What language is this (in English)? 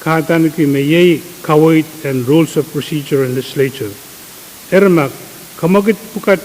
Pohnpeian